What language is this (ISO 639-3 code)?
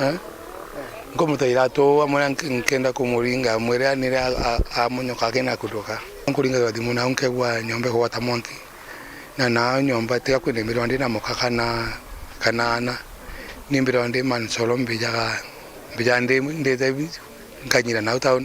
mer